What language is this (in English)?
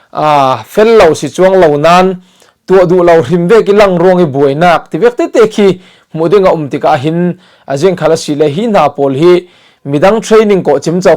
Falam Chin